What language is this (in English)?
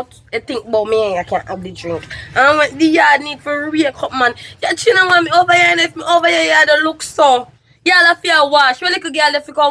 Jamaican Creole English